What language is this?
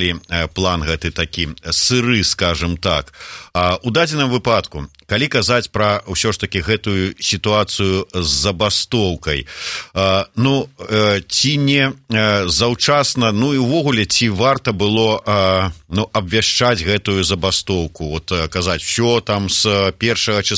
Belarusian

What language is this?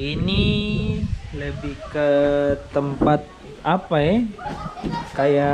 Ambonese Malay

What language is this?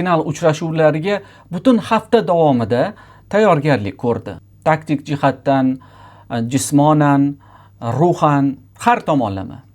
Uzbek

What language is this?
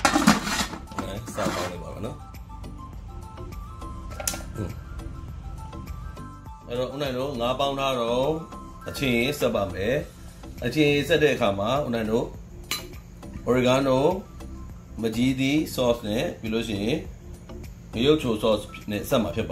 Burmese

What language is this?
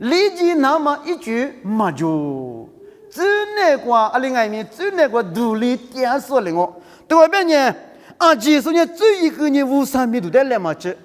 Lisu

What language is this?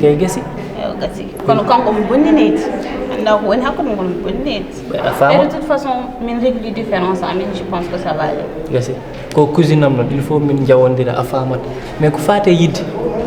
Fula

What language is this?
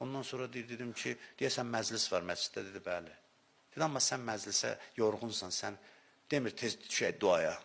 Azerbaijani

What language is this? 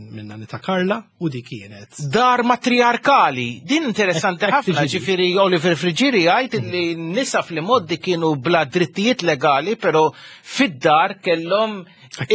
Maltese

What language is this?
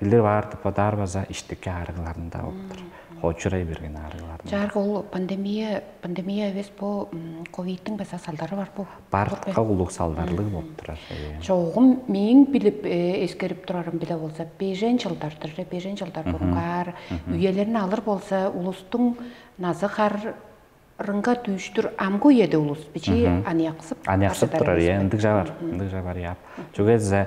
Tuvinian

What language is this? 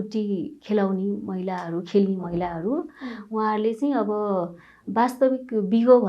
Nepali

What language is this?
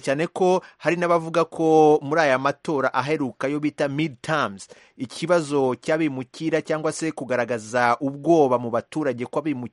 Kinyarwanda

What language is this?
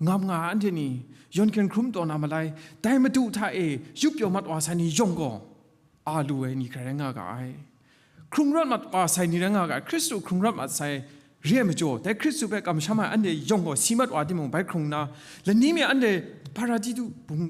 Kachin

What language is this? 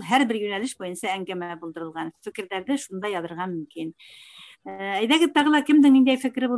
Bashkir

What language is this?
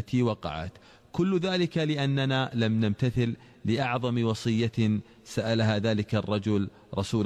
Arabic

